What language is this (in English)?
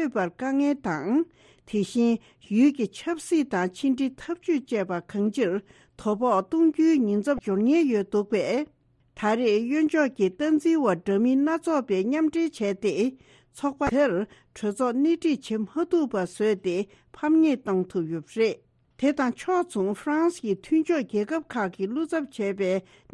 Tibetan